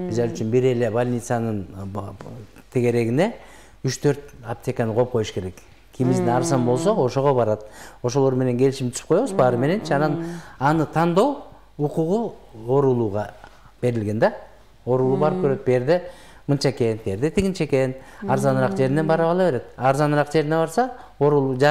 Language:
Kyrgyz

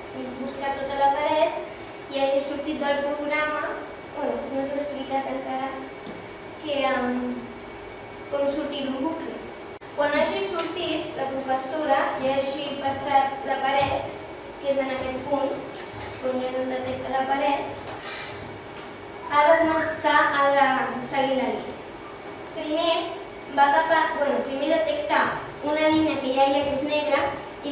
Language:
Catalan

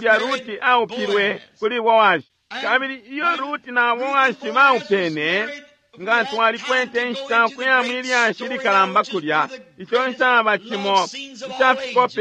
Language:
Bemba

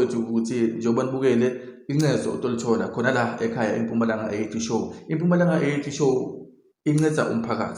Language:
Zulu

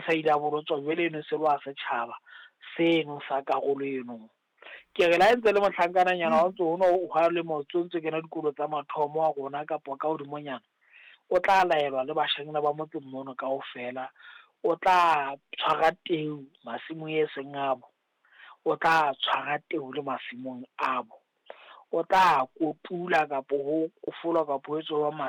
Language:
Southern Sotho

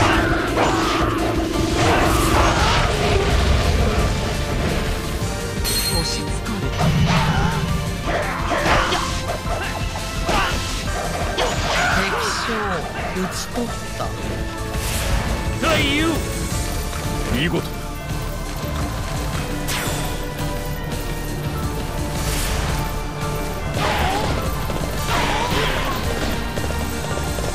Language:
Japanese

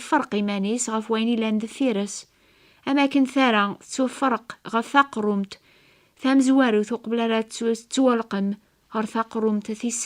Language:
Kabyle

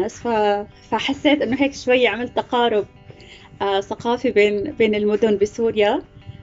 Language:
North Levantine Arabic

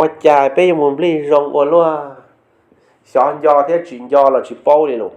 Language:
Hmong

